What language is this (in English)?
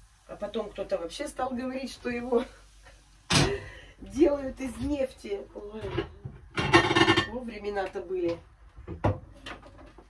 Russian